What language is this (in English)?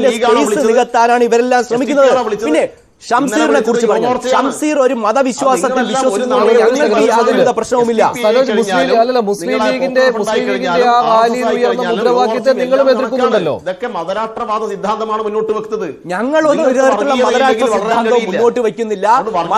Malayalam